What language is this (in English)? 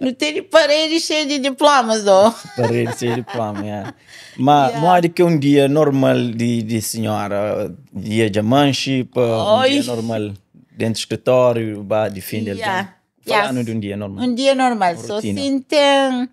Kabuverdianu